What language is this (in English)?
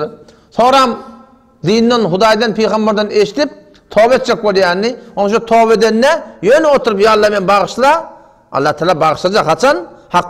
Turkmen